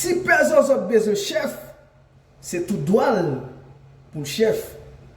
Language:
Haitian Creole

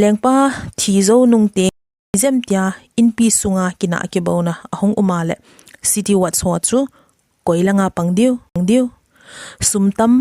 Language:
Thado Chin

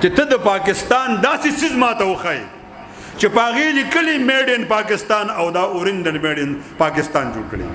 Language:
Pashto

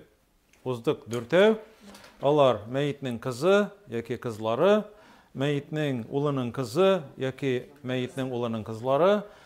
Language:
Tatar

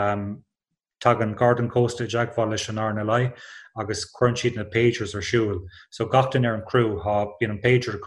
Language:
Irish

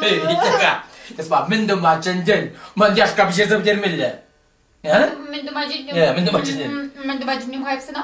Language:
Chuvash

